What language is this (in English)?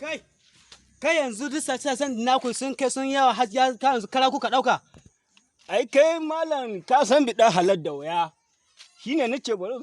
Hausa